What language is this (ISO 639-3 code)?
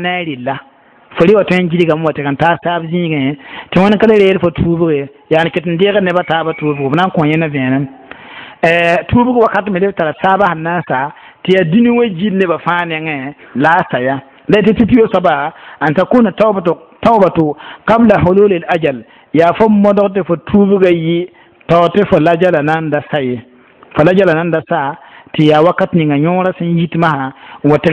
mos